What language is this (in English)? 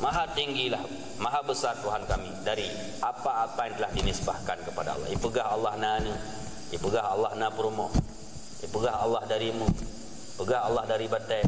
Achinese